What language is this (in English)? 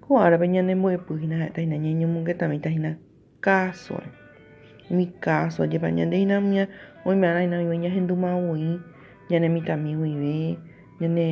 Guarani